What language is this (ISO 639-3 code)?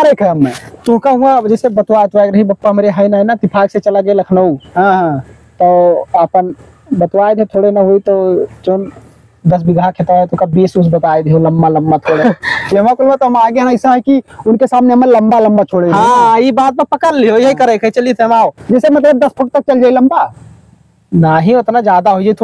awa